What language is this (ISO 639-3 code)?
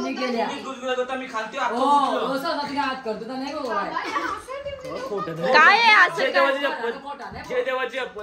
mar